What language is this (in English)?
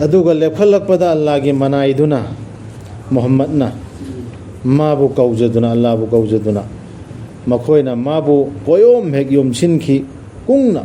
Manipuri